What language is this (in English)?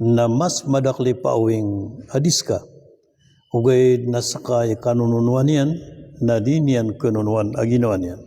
Maranao